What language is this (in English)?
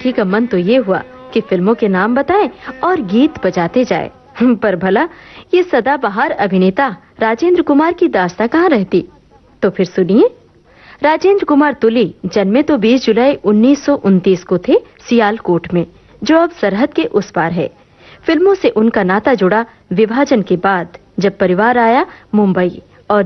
Hindi